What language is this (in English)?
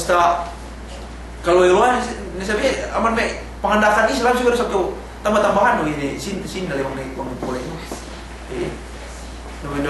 Yakan